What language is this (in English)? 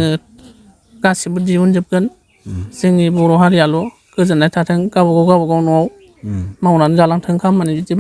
Bodo